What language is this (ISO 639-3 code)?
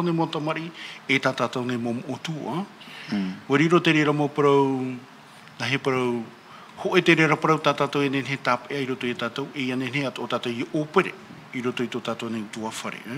tah